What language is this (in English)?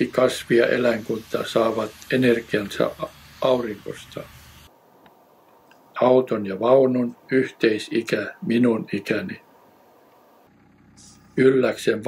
Finnish